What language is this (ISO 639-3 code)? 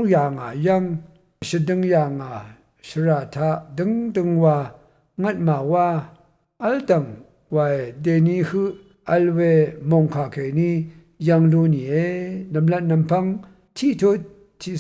raw